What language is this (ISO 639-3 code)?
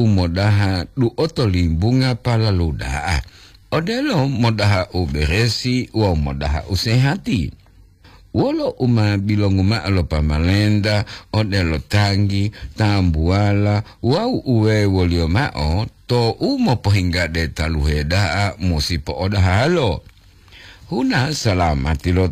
gor